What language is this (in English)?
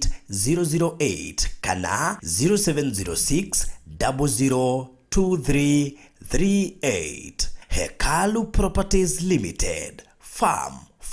Kikuyu